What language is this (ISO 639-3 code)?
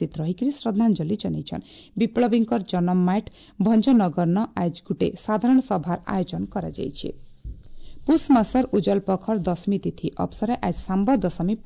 ori